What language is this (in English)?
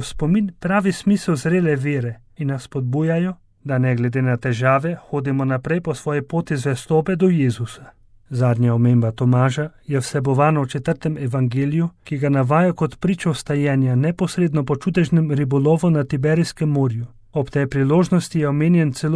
Slovenian